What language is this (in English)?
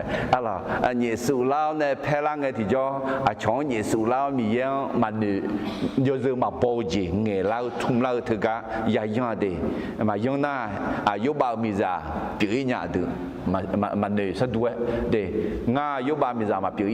Akha